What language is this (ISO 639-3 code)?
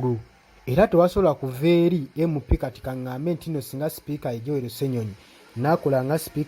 lug